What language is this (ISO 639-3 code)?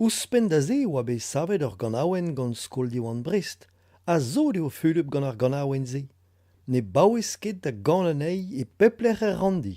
bre